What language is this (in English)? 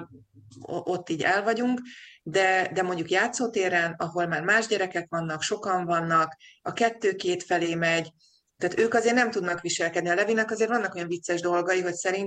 Hungarian